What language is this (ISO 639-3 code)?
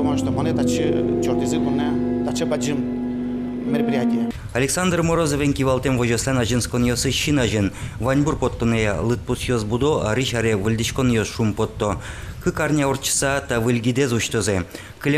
udm